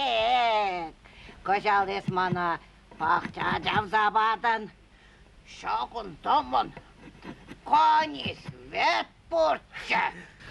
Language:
Chuvash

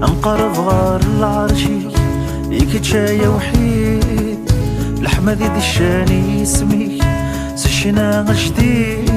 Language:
Kabyle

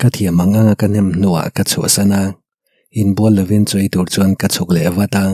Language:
Mizo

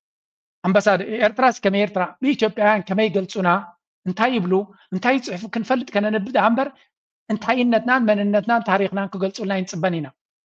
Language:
Tigrinya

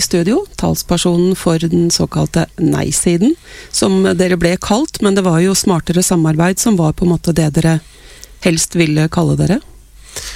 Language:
Norwegian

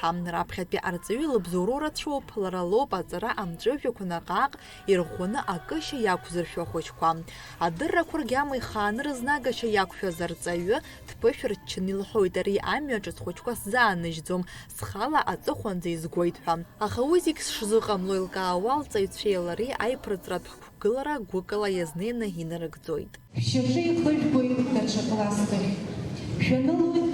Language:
Abkhazian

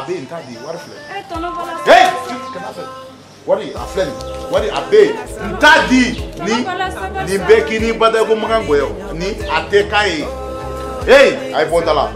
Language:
Bambara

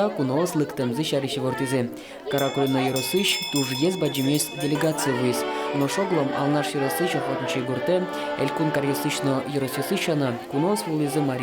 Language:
Udmurt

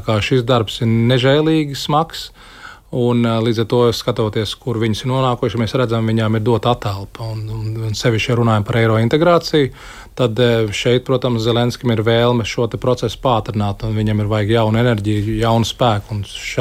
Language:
Latvian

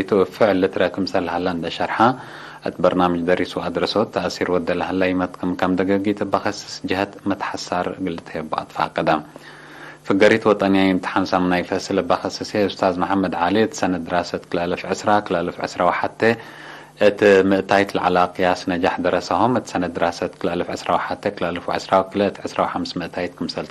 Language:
Tigre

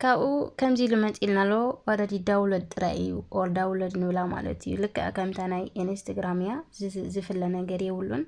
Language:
Tigrinya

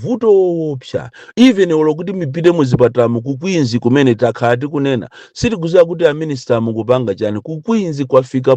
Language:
Nyanja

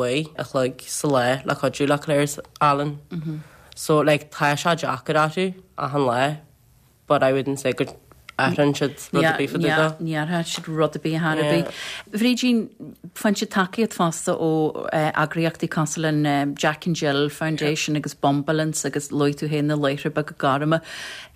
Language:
Irish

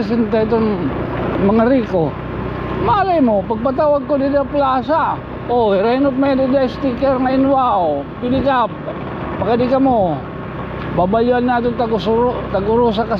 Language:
Waray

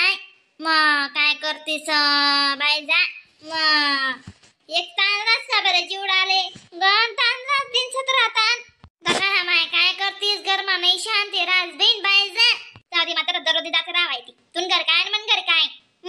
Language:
Khandesi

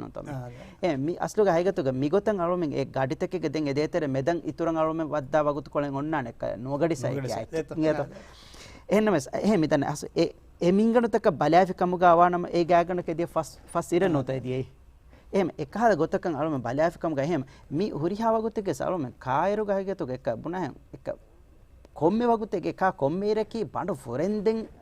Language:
Divehi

